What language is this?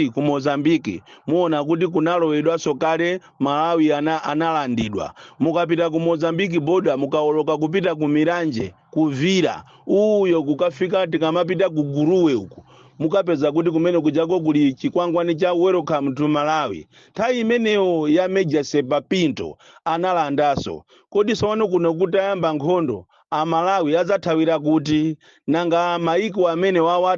Nyanja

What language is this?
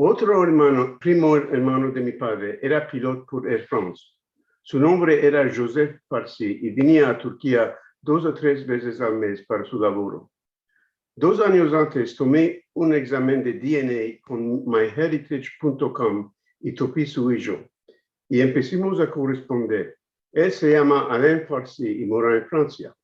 Ladino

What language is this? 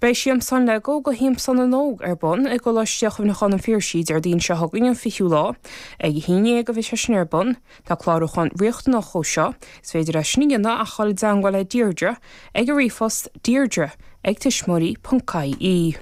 Irish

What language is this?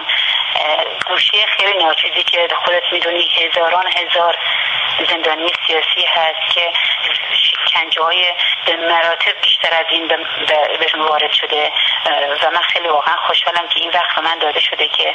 Persian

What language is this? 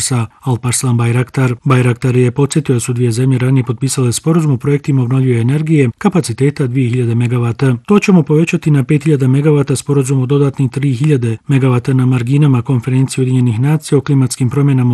Bosnian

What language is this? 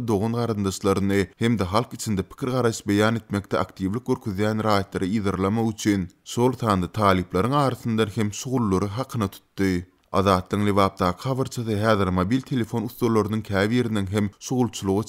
Turkmen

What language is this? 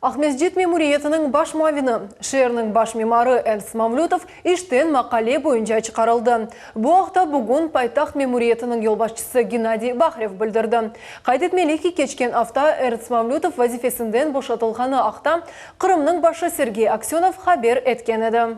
Crimean Tatar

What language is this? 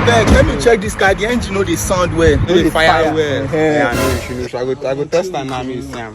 Nigerian Pidgin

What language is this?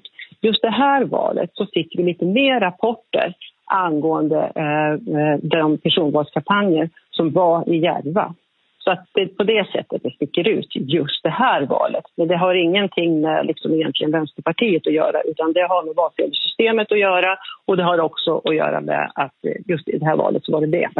Swedish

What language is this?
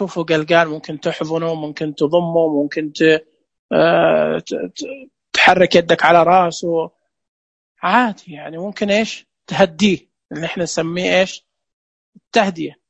Najdi Arabic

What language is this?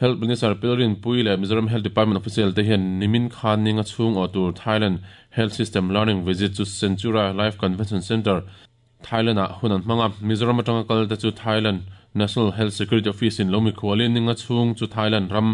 Mizo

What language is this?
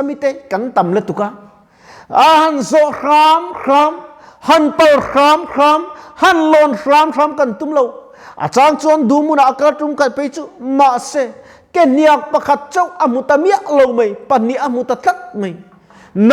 Mizo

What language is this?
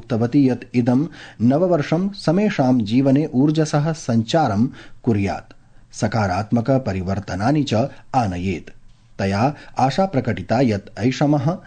Sanskrit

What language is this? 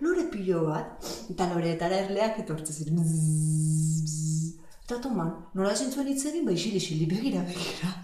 Basque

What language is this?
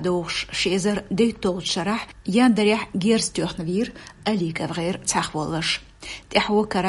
Chechen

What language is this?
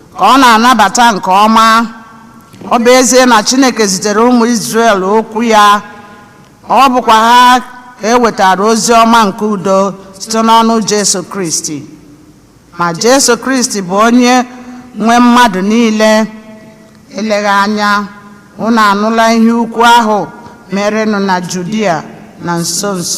Igbo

